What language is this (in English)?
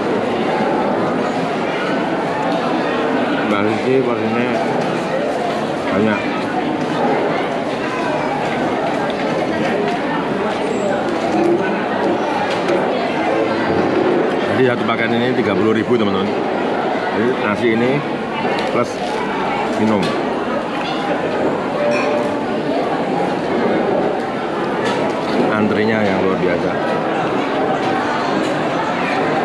Indonesian